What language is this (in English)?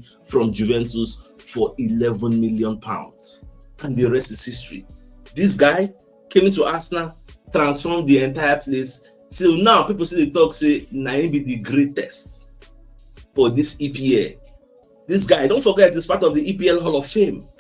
Nigerian Pidgin